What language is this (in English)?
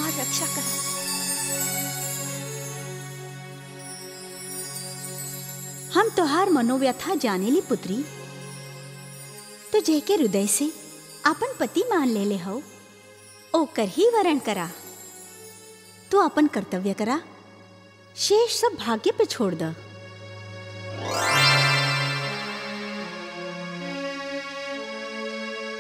Bhojpuri